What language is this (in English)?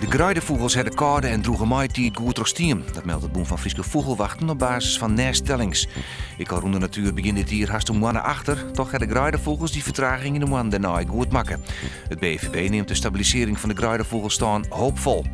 Western Frisian